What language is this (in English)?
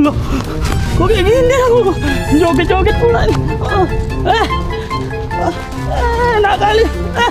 Betawi